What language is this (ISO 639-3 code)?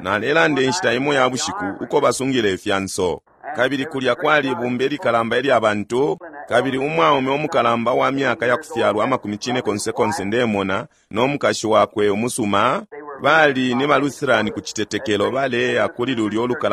bem